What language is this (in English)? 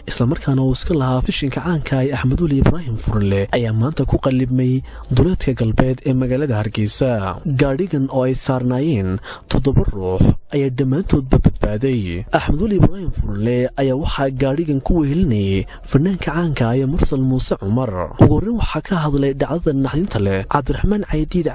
Somali